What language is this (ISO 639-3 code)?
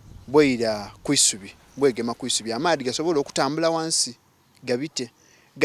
xog